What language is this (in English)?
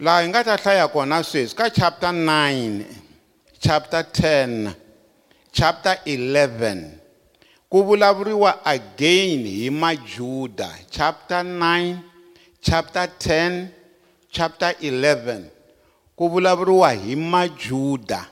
Tsonga